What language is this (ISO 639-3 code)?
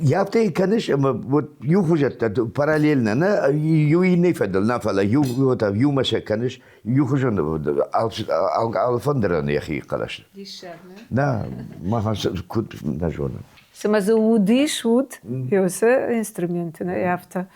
oss